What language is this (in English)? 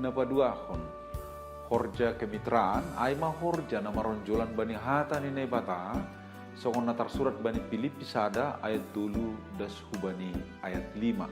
Batak Simalungun